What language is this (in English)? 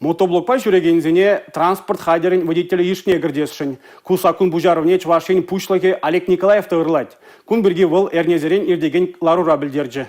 Chuvash